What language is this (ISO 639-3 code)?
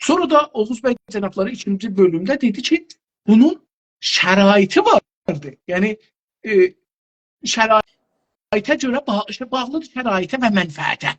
azb